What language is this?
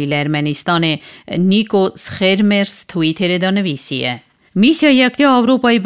Kurdish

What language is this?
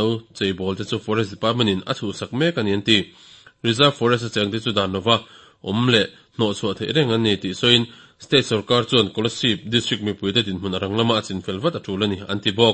Mizo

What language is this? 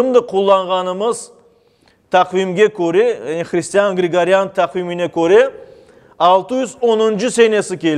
Crimean Tatar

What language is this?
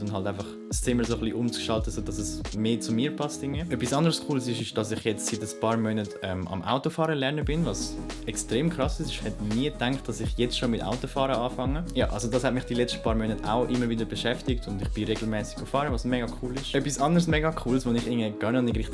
Swiss German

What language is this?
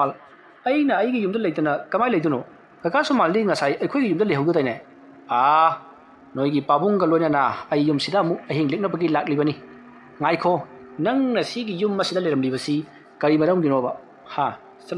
Manipuri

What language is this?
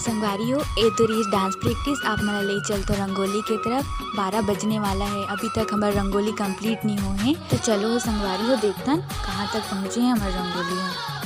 Chhattisgarhi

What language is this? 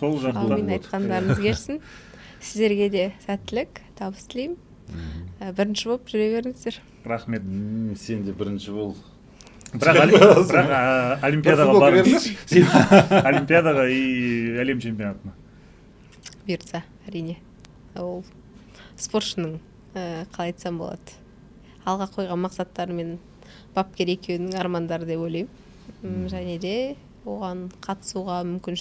Kazakh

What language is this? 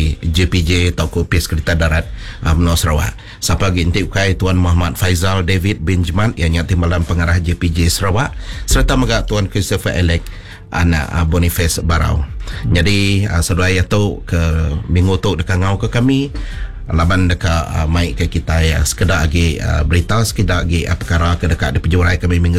Iban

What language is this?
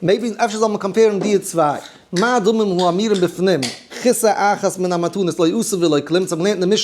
Yiddish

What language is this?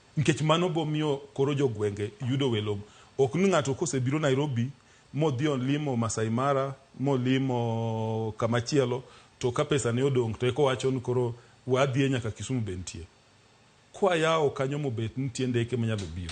Luo (Kenya and Tanzania)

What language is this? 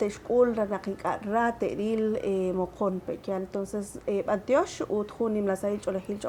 Kekchí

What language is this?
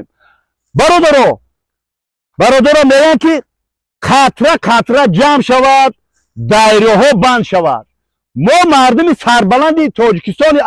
Tajik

